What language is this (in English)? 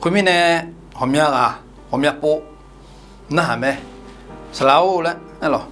Akha